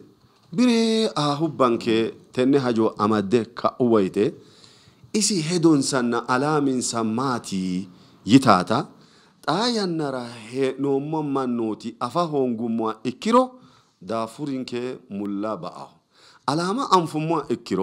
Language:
Sidamo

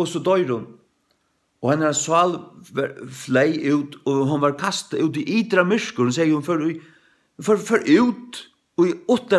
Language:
Faroese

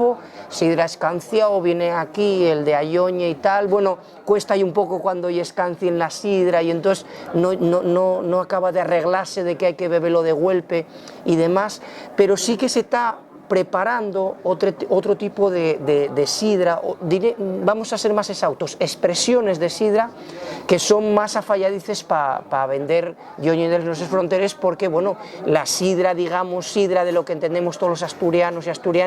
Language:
Asturian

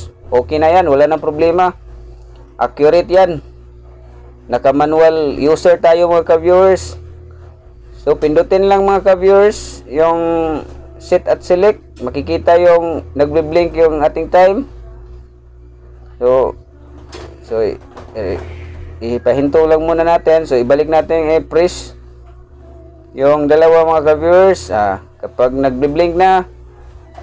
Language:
Filipino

